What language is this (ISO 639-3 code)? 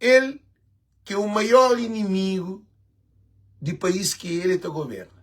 kea